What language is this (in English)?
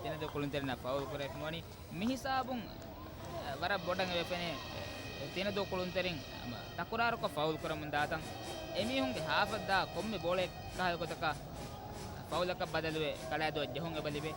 Divehi